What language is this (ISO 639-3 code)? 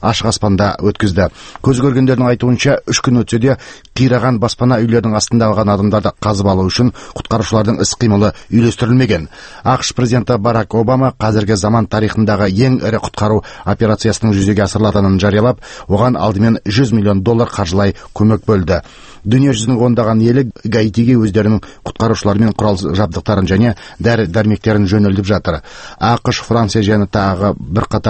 kaz